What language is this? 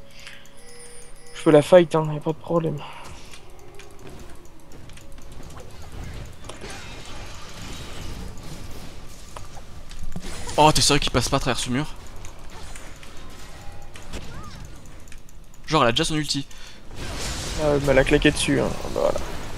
French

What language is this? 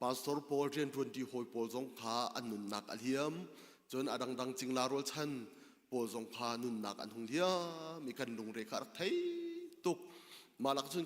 Hakha Chin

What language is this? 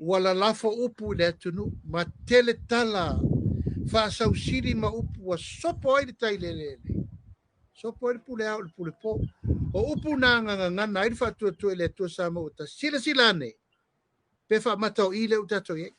Samoan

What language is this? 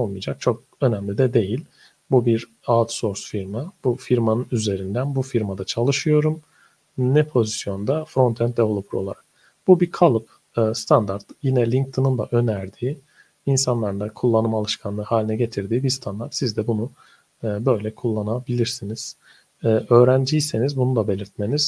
Turkish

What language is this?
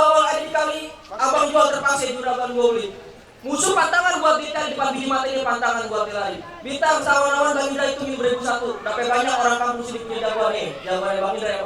Betawi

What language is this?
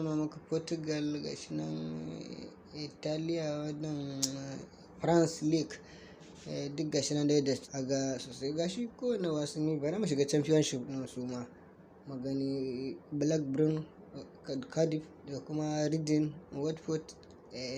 Hausa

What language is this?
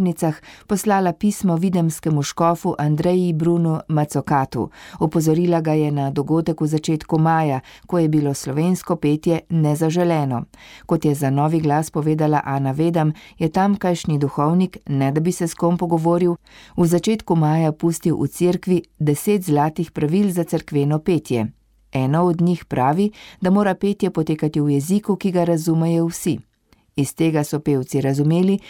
Slovenian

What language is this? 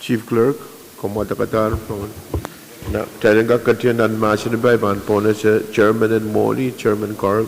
Pohnpeian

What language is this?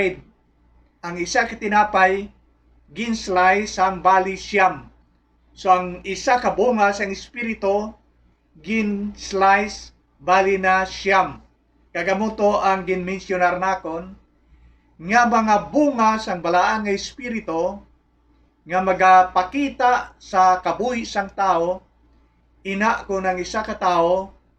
Hiligaynon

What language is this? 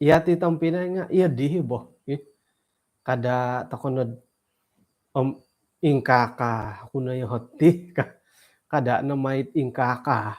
Central Dusun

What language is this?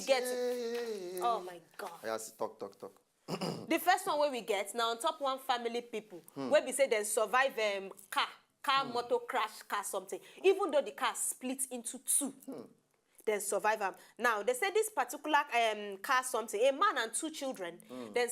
Nigerian Pidgin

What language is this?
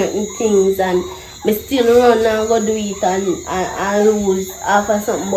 Jamaican Creole English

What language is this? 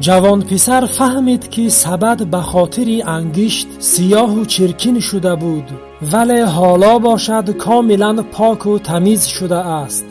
Tajik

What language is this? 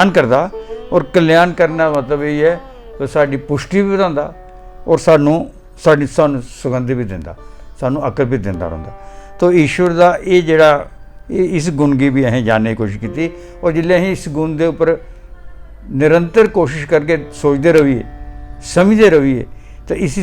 Dogri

